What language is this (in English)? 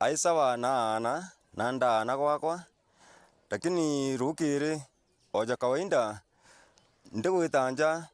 Meru